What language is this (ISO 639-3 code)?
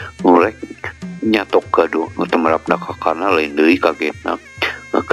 sun